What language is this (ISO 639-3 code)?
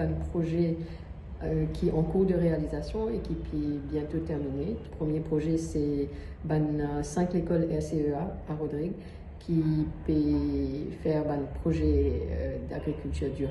mfe